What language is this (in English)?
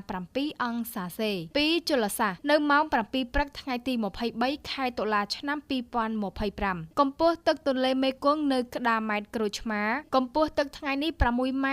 Khmer